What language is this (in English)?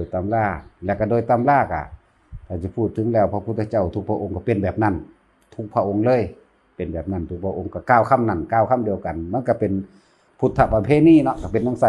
Northeastern Thai